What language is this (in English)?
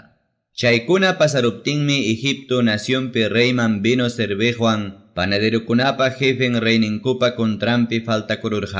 Ayacucho Quechua